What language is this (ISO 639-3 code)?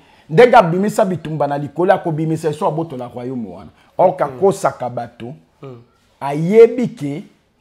lin